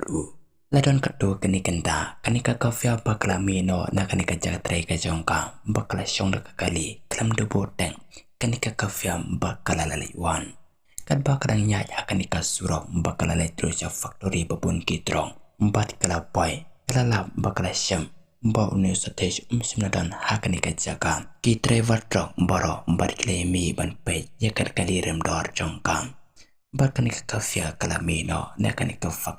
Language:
Khasi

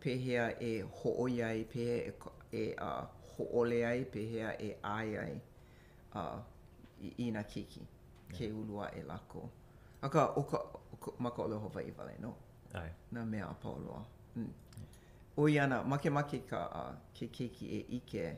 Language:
Hawaiian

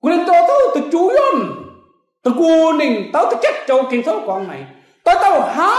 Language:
Kim Mun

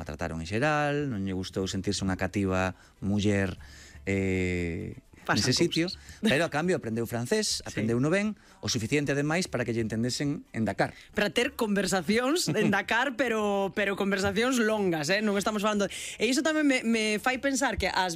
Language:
Galician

